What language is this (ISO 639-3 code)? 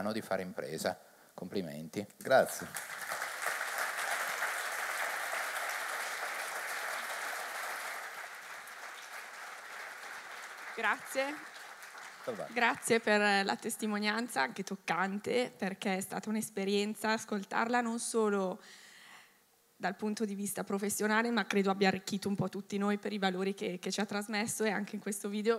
ita